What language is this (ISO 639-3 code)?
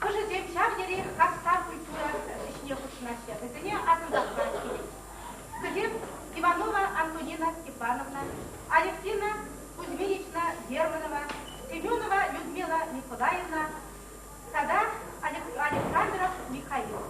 chv